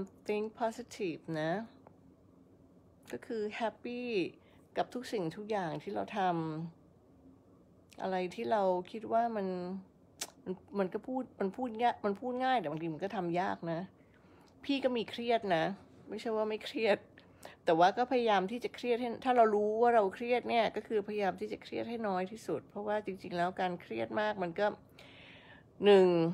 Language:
Thai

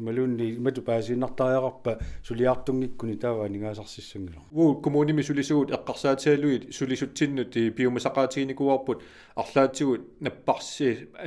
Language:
Kalaallisut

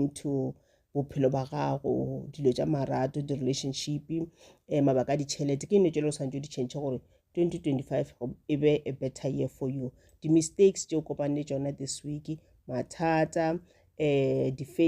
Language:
Northern Sotho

